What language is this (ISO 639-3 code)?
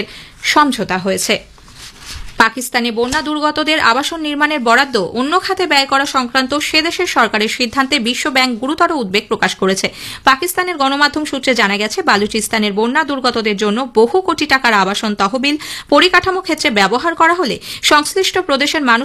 ben